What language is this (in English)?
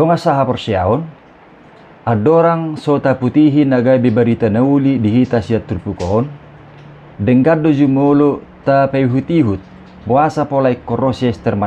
Batak Toba